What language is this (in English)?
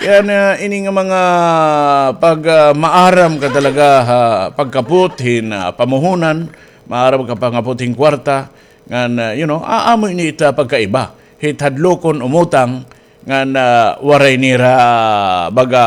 Waray